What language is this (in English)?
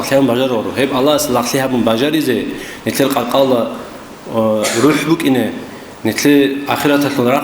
Avaric